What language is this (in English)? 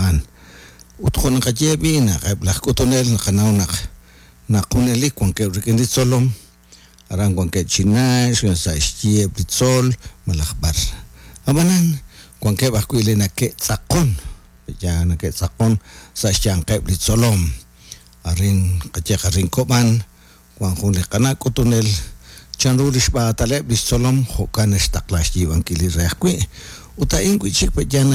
Kekchí